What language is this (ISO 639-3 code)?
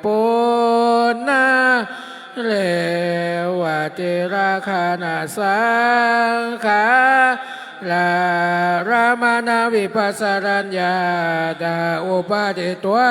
pli